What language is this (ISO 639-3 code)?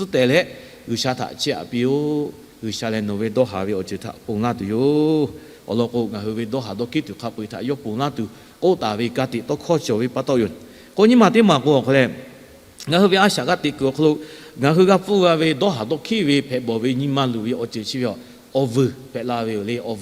lhu